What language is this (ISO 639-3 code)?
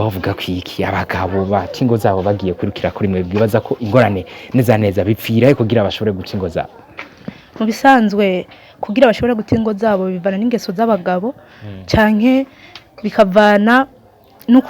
run